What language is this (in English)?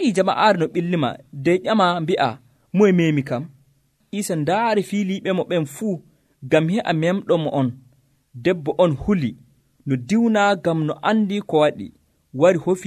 Nigerian Fulfulde